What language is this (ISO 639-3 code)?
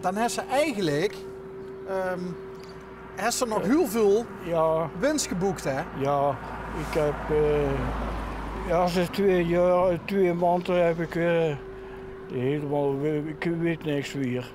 lim